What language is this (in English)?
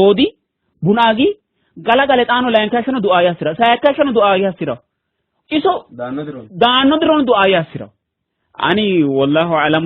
Sidamo